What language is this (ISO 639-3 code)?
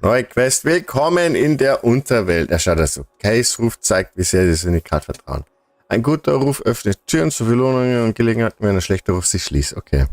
bar